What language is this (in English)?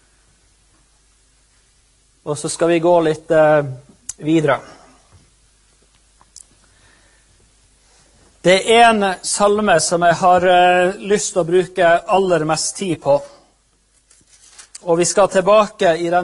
Norwegian